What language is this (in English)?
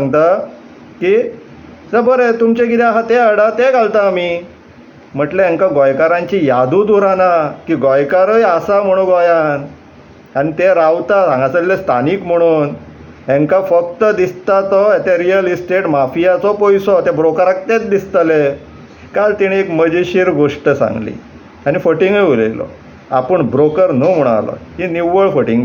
Konkani